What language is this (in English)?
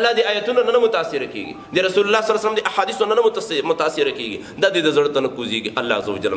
Pashto